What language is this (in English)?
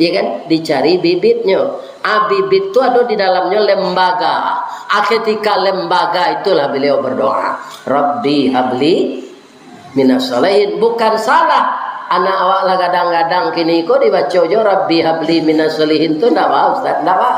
Minangkabau